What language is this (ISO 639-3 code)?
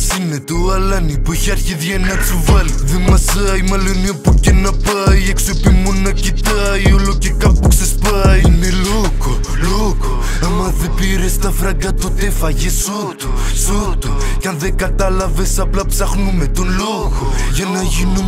ell